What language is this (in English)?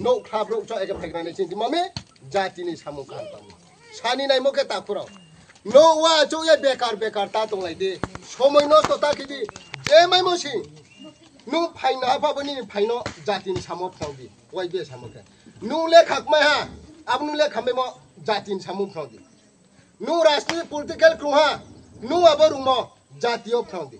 Riang (India)